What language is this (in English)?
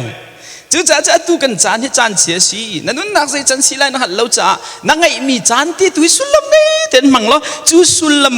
Hakha Chin